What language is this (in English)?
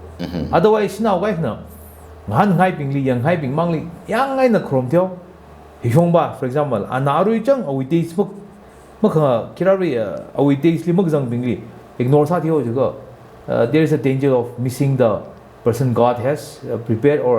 Tangkhul Naga (India)